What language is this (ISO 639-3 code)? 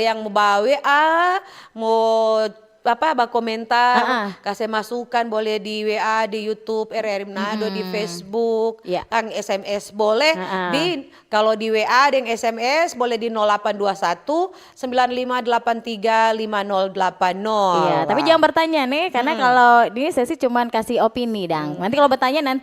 xmm